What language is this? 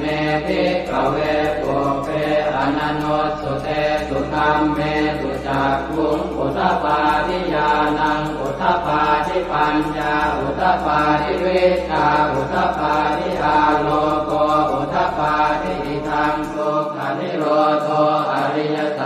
Pali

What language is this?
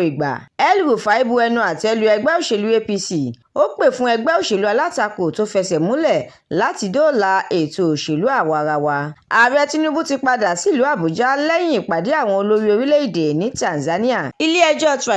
Yoruba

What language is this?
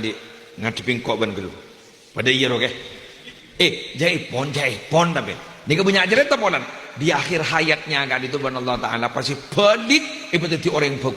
Madurese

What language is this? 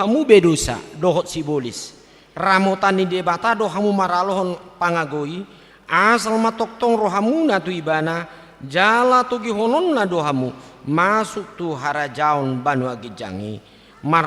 Batak Toba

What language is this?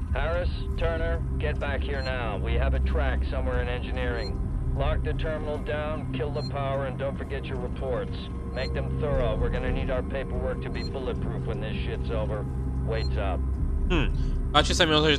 Slovak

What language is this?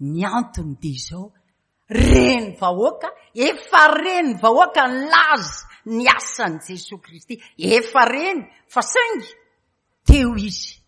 Malagasy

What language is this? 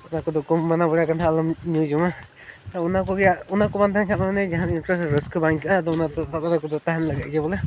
Santali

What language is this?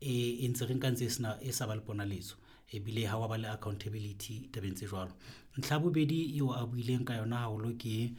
Southern Sotho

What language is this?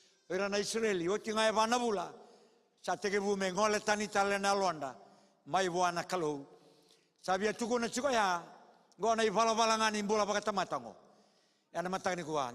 Fijian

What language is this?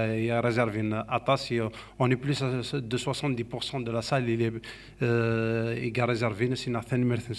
Kabyle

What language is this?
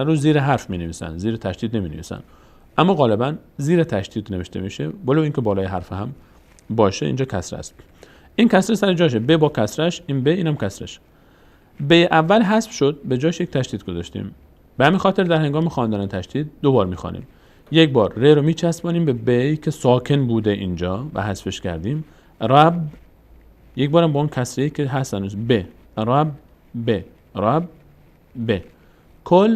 Persian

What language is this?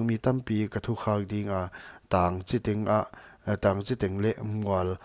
Paite Chin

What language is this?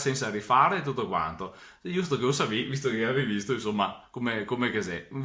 Venetian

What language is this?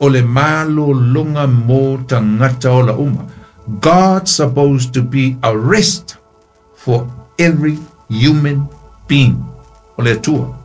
Samoan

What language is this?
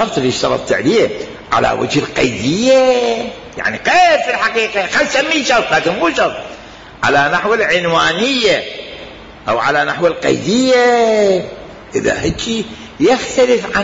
Mesopotamian Arabic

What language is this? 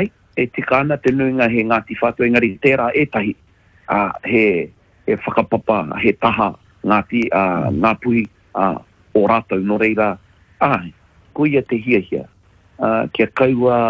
Māori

